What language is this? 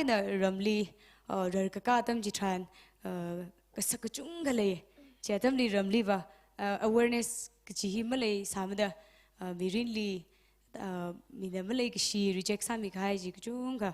Tangkhul Naga (India)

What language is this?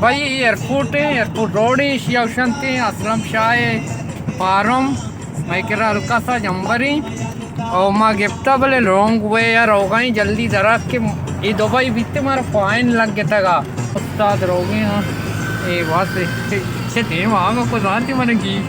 Baluchi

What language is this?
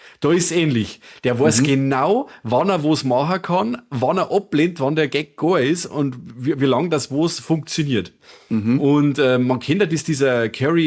Bavarian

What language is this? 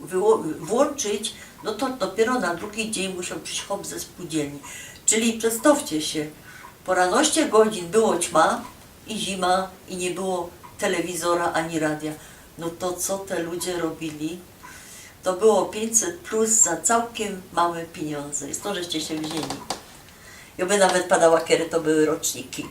Silesian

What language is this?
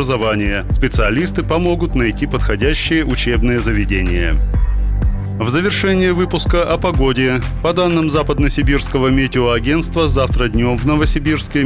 Russian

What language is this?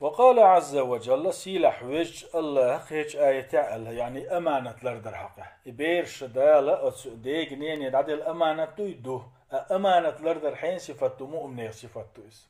Chechen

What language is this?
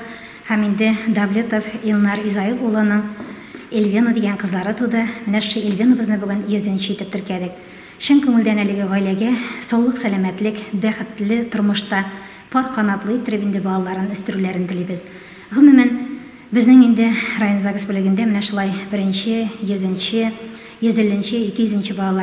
Tatar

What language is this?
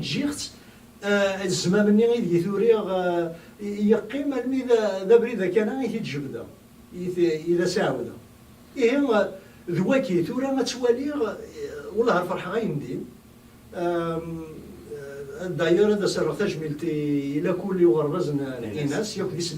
Kabyle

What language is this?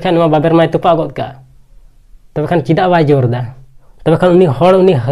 Santali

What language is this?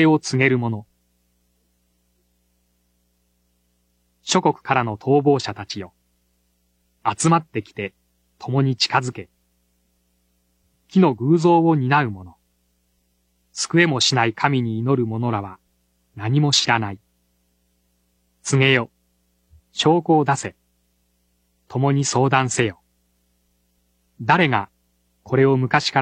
Japanese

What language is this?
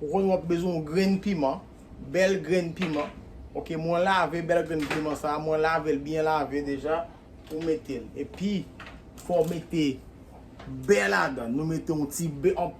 Haitian Creole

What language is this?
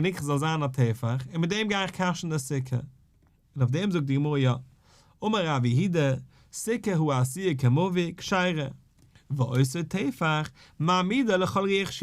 Yiddish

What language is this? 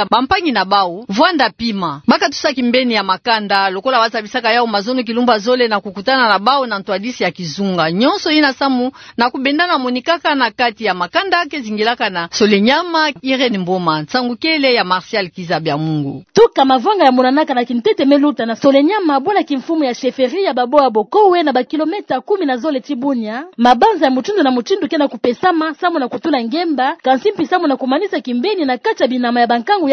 Kituba (Democratic Republic of Congo)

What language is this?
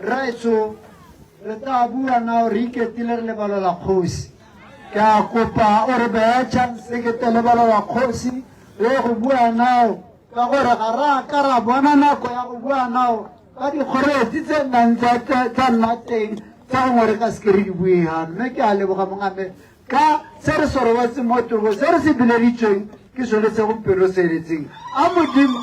Tswana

